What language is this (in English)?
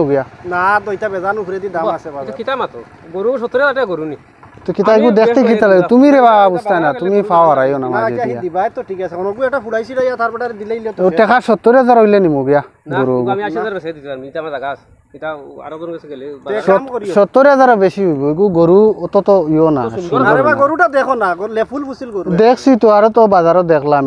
Sylheti